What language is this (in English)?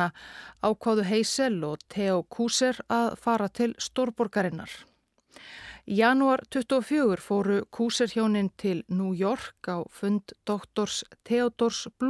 Icelandic